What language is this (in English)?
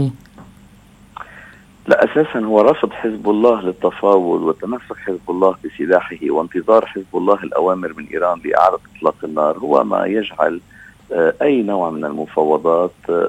Arabic